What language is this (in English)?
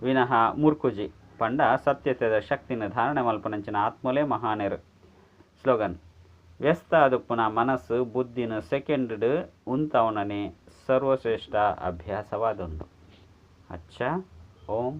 Tulu